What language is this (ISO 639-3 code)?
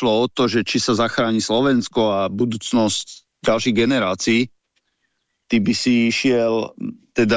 slk